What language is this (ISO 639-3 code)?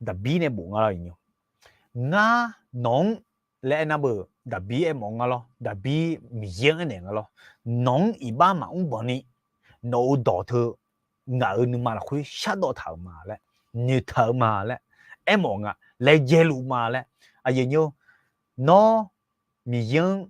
ahk